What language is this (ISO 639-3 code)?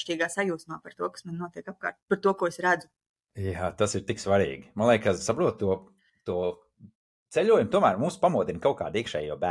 lav